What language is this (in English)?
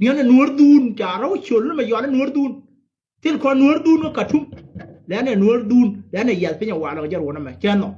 Nuer